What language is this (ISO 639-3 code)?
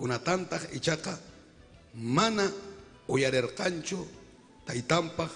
quy